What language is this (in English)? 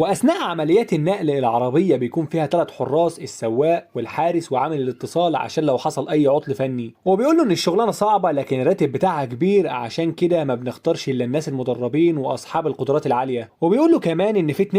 Egyptian Arabic